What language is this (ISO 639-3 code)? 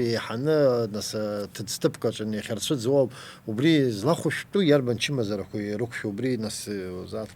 abk